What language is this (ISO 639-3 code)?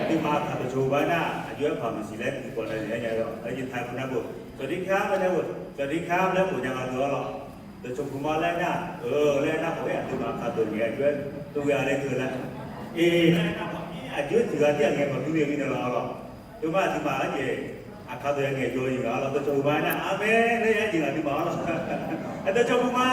ahk